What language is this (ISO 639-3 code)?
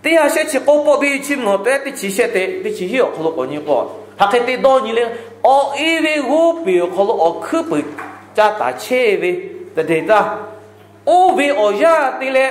lhu